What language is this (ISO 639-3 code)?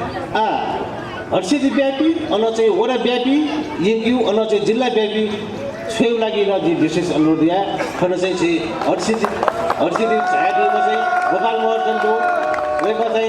new